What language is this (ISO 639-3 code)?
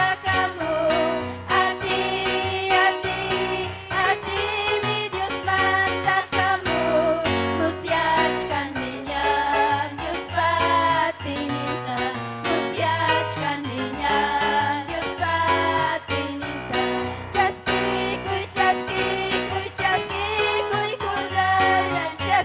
quy